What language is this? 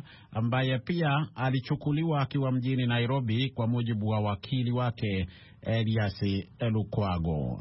Swahili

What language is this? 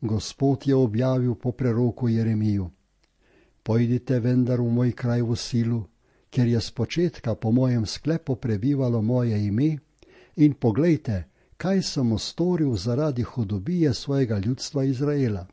Slovenian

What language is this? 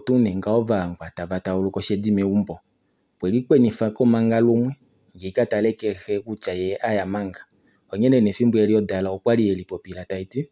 Kuanyama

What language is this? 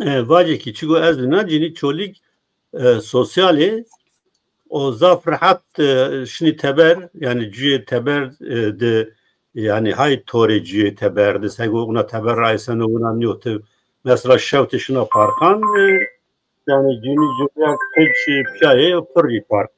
Zaza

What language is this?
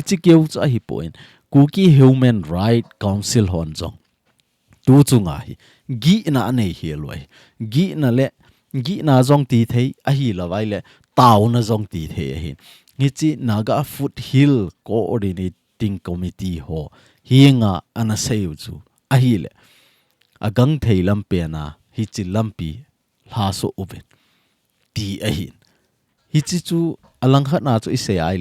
Thado Chin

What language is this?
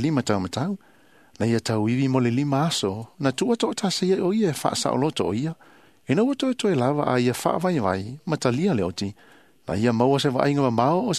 Samoan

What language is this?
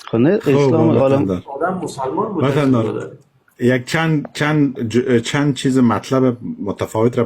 Persian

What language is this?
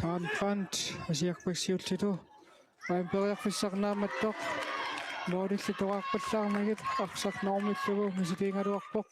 Kalaallisut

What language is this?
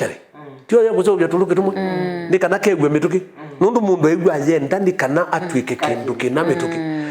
Kamba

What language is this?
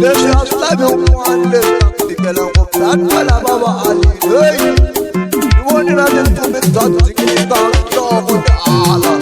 Tsonga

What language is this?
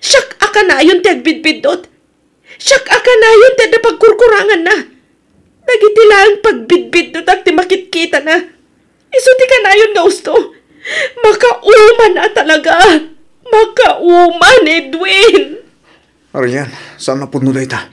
Iloko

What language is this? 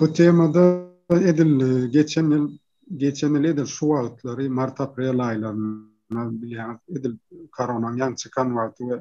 Turkmen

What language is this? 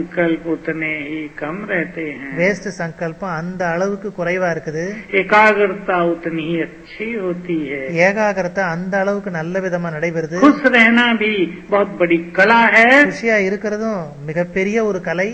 Tamil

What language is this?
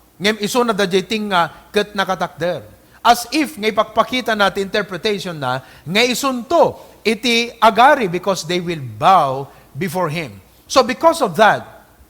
Iloko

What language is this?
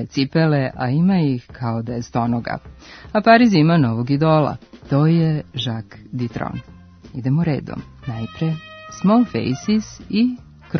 Serbian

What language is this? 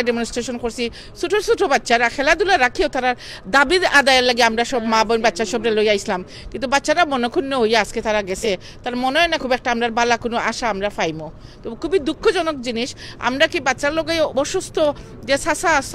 Sylheti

